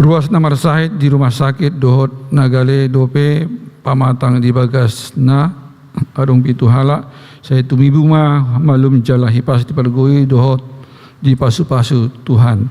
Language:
Batak Toba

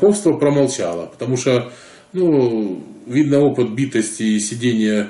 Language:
Russian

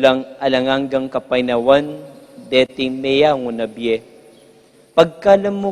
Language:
Pampanga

